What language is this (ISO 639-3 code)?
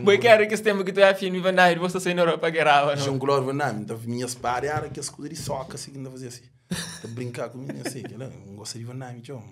kea